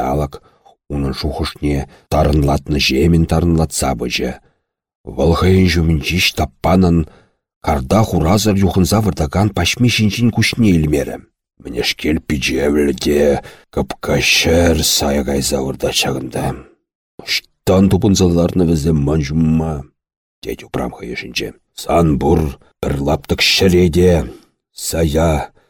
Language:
Chuvash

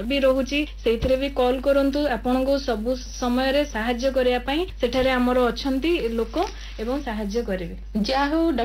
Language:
Odia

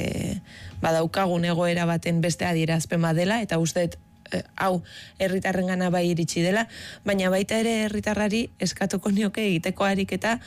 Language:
Basque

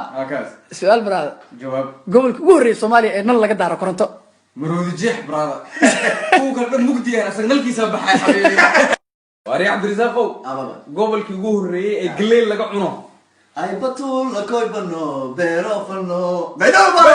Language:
Somali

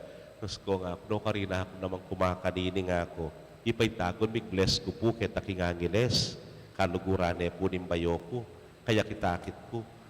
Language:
Pampanga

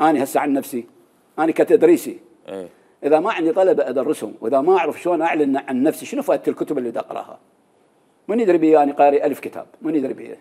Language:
Mesopotamian Arabic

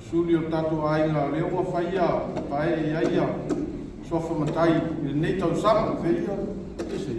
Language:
Samoan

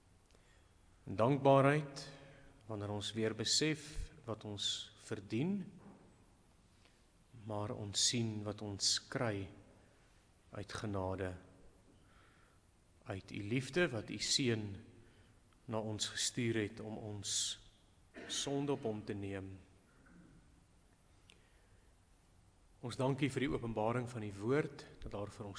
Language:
Afrikaans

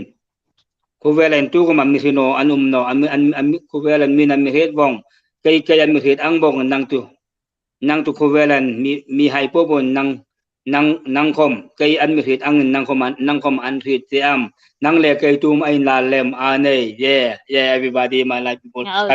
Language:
Hmar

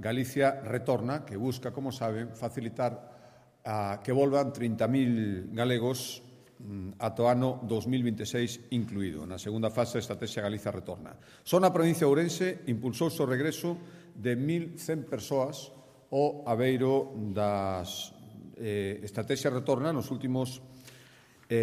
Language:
Galician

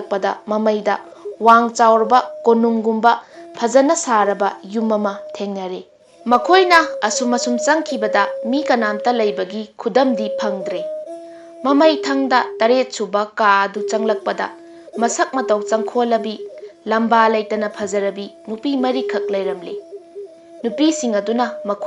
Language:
Manipuri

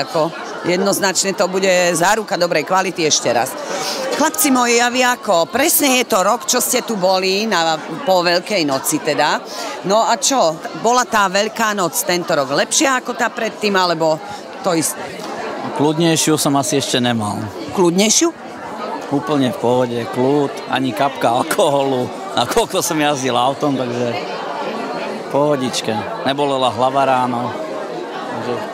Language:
Slovak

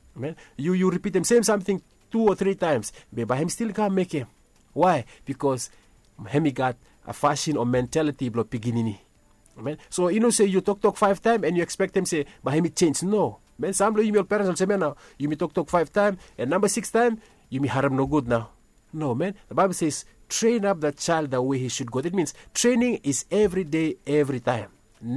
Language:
Bislama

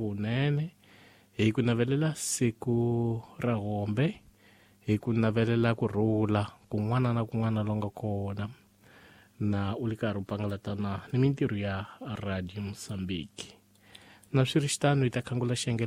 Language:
Tsonga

